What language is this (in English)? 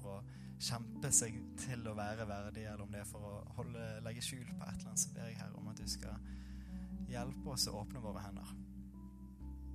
Norwegian